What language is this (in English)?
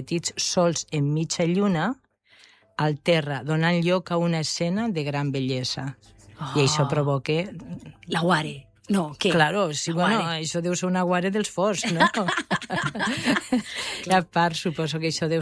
Catalan